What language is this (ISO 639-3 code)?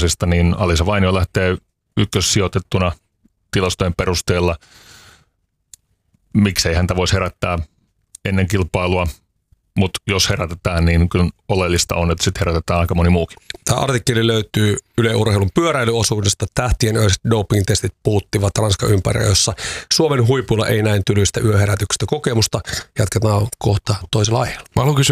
fin